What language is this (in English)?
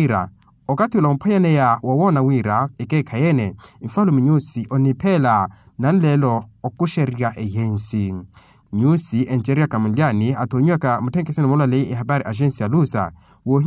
Makhuwa